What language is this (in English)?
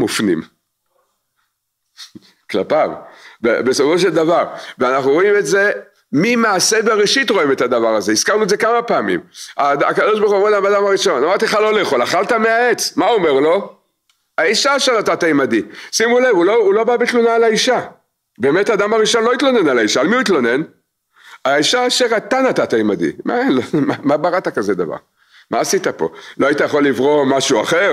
Hebrew